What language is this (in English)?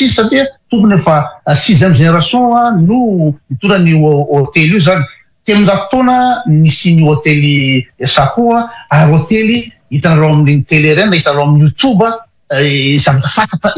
Malagasy